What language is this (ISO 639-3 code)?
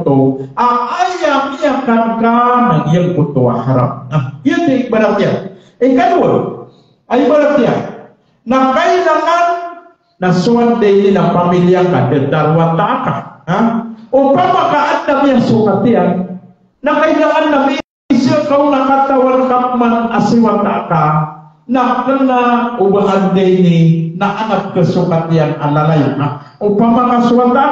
mrw